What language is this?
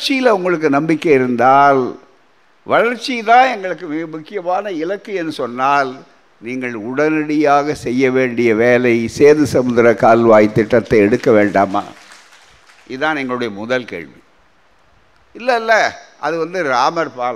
Tamil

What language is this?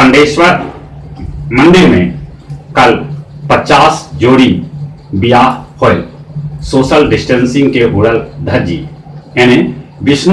Magahi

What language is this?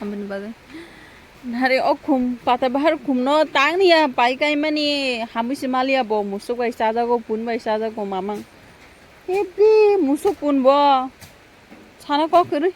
Kok Borok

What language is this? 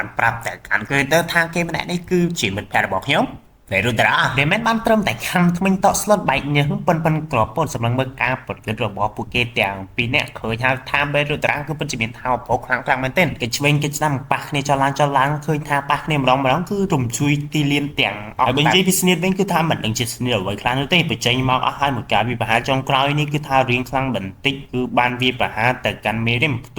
Khmer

